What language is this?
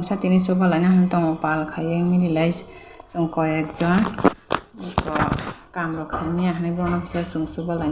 Kok Borok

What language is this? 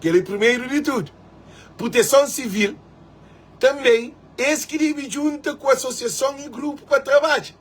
Kabuverdianu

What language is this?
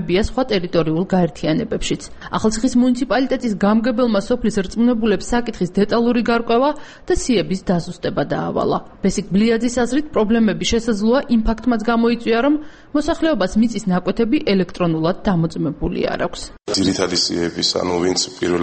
Georgian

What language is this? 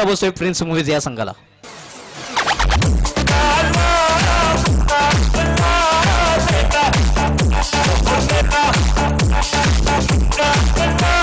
Marathi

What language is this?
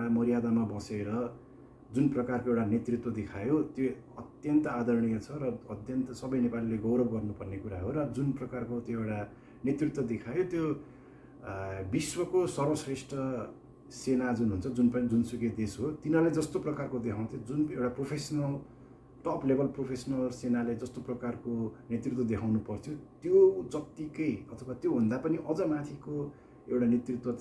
Nepali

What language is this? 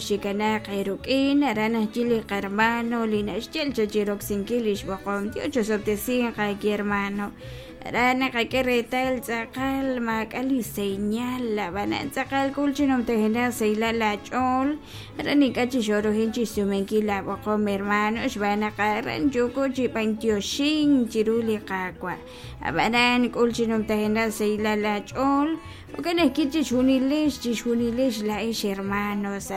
Kekchí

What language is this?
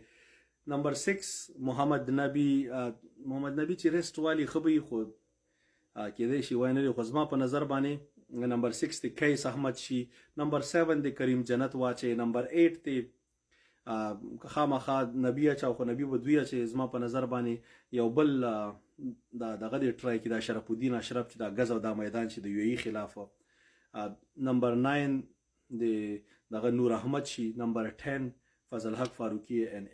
Pashto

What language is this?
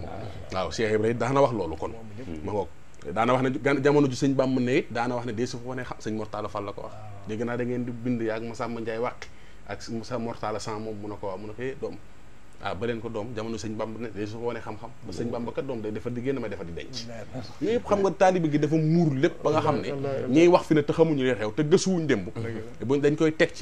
Wolof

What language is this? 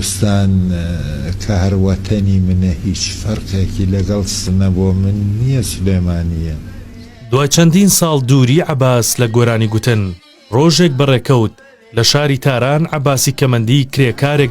Central Kurdish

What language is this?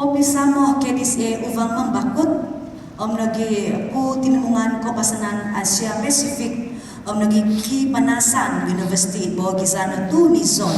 Central Dusun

